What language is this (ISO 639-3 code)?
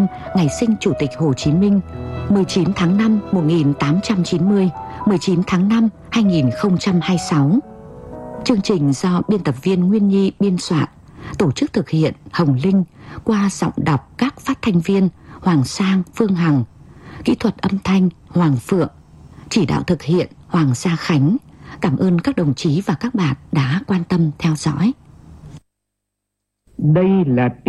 vie